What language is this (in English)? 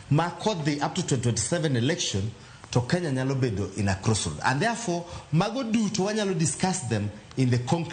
Luo (Kenya and Tanzania)